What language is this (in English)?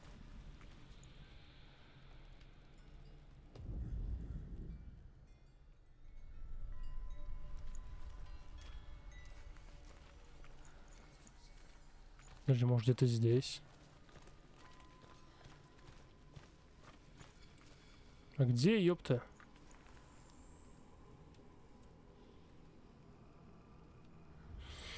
Russian